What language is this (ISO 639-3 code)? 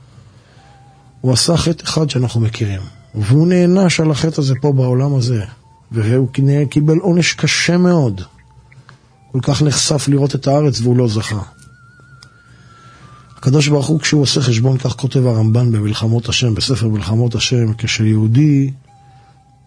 heb